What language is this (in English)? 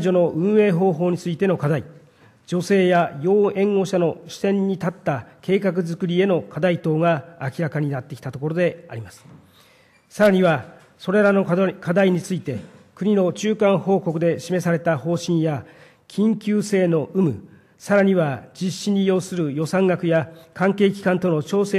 Japanese